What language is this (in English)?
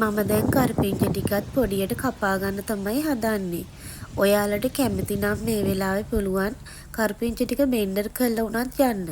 Sinhala